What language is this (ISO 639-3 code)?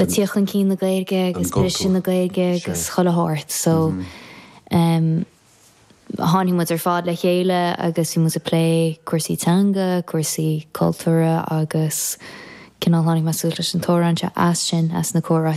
gle